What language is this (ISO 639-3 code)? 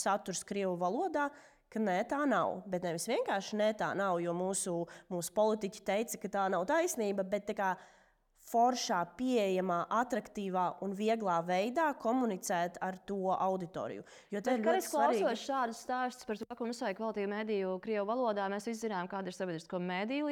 lav